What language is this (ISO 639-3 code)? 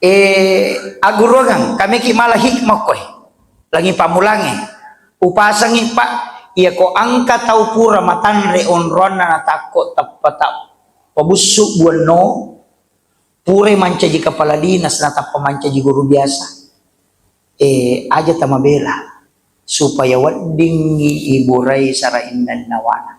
bug